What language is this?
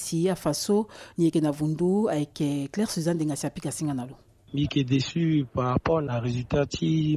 Sango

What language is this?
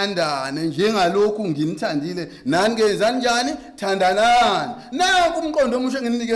Zulu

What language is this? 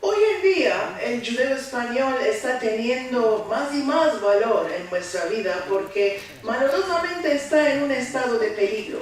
Ladino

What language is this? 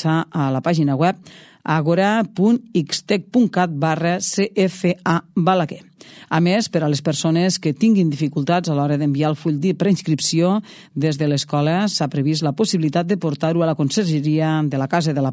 Catalan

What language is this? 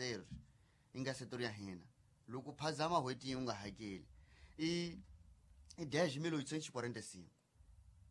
Tsonga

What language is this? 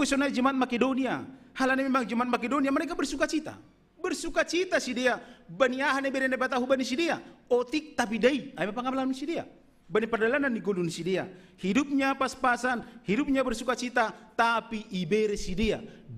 Batak Simalungun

